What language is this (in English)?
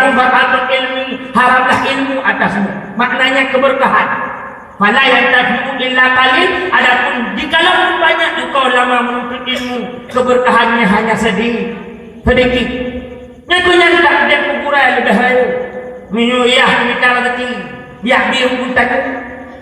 Achinese